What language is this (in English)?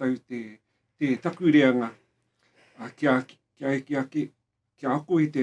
Māori